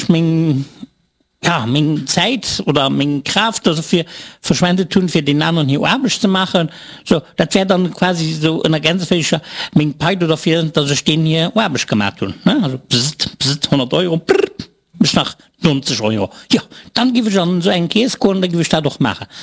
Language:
Luxembourgish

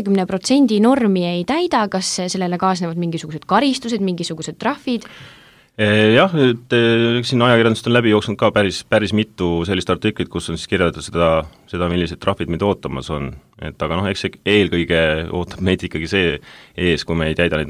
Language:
Estonian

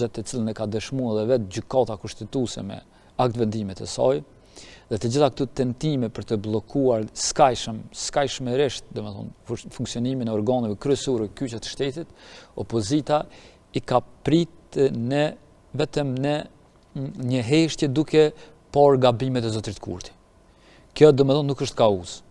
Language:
Albanian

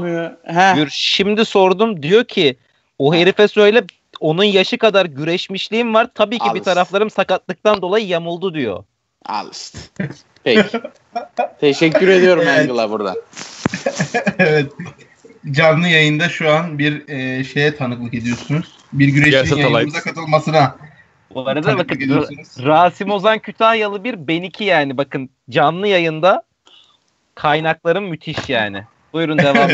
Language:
Turkish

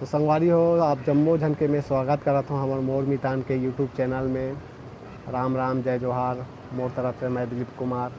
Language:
Chhattisgarhi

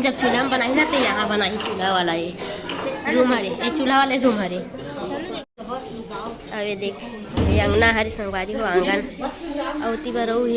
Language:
Chhattisgarhi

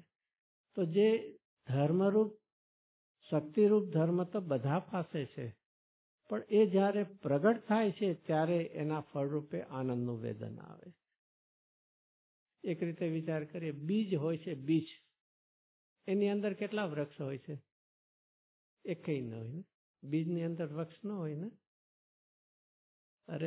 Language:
Gujarati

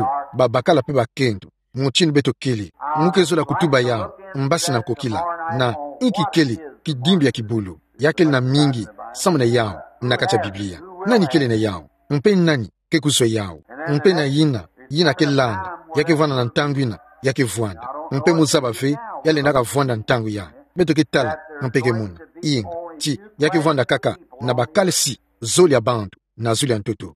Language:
Kituba (Democratic Republic of Congo)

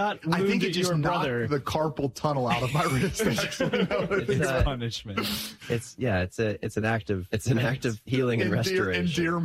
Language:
English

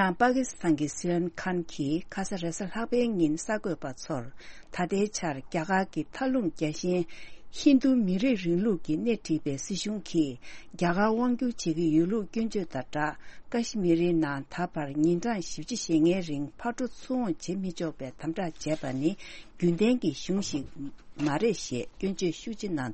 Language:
Tibetan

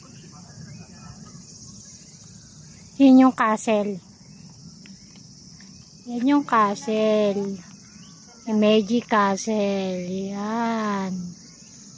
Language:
Filipino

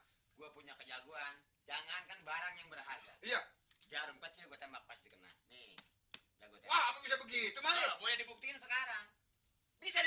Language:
Betawi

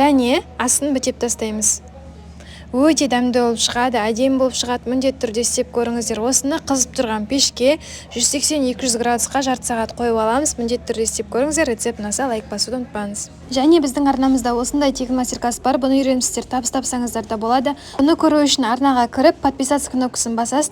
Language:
Kazakh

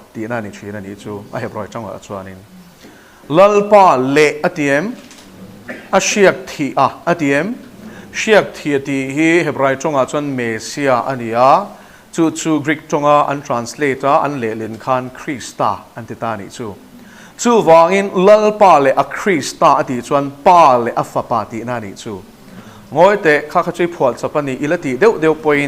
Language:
Mizo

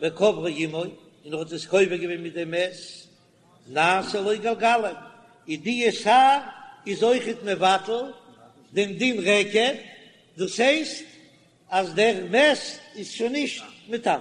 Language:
Yiddish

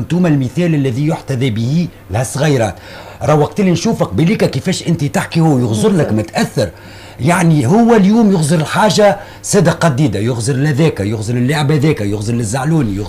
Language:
Tunisian Arabic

